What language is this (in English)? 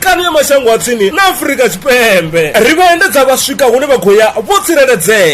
Venda